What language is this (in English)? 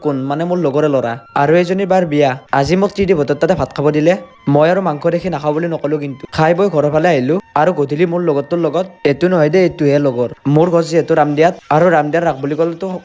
Assamese